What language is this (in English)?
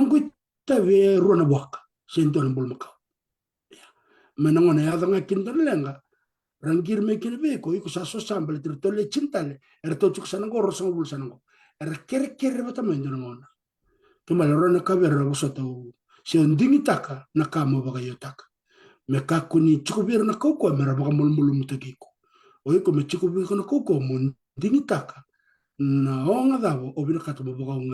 Fijian